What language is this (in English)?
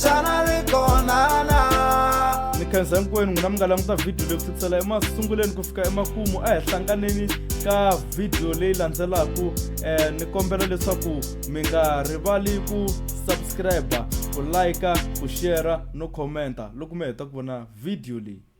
Tsonga